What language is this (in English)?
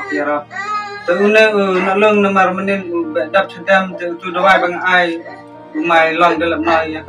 Khasi